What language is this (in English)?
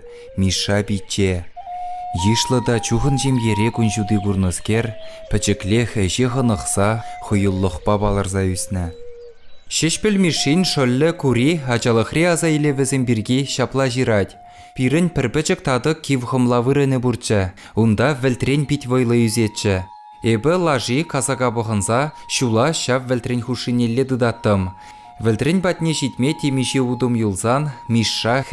Chuvash